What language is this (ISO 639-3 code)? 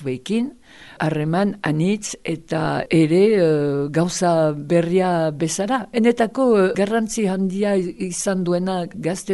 eus